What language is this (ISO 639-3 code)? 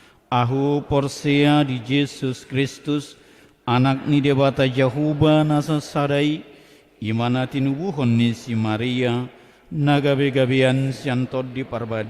bbc